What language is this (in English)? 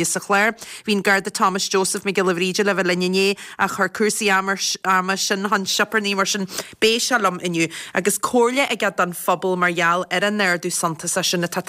Irish